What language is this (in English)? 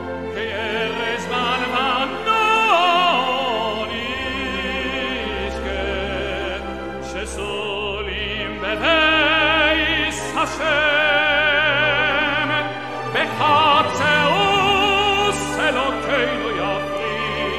French